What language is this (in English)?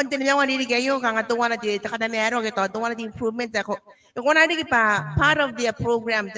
Gilbertese